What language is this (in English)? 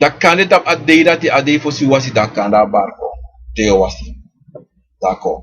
Sranan Tongo